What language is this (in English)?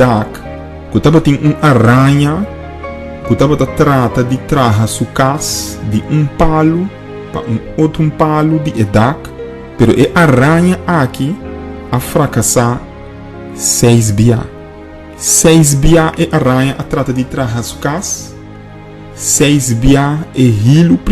Papiamento